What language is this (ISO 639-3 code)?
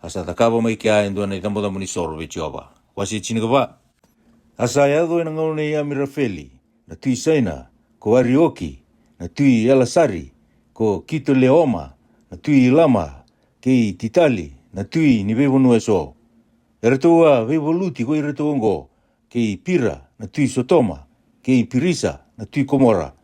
fij